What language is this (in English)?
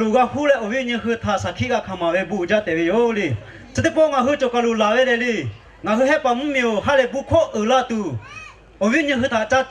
Lahu